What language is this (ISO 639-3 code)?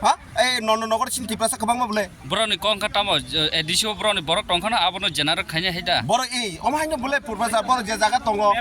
trp